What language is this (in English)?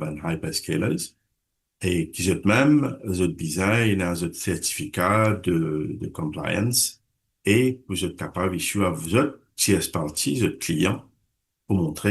Morisyen